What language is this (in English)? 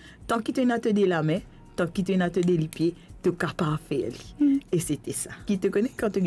Morisyen